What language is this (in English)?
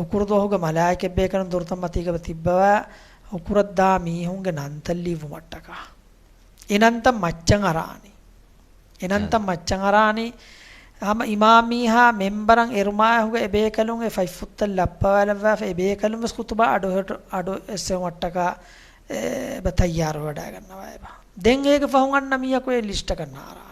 Divehi